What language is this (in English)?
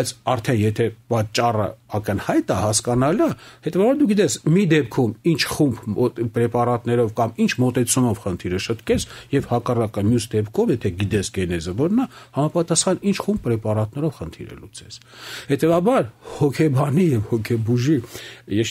Armenian